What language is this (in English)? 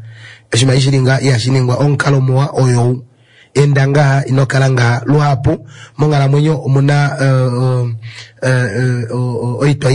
Kuanyama